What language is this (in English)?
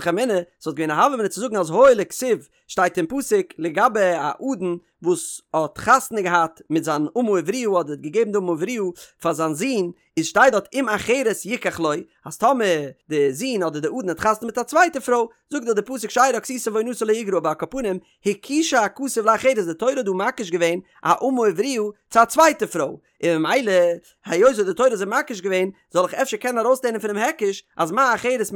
Yiddish